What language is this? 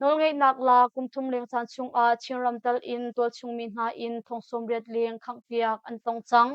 Hakha Chin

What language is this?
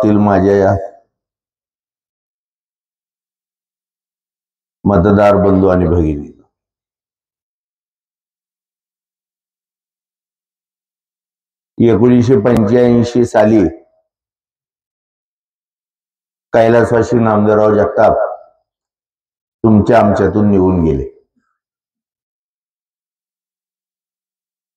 Marathi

